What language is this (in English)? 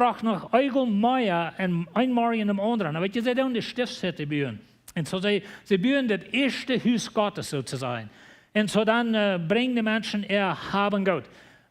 Plautdietsch